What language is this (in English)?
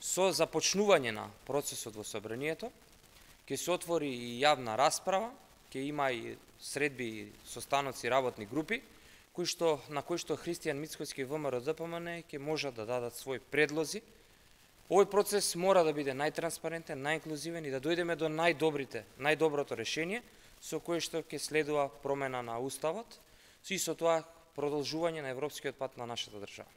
Macedonian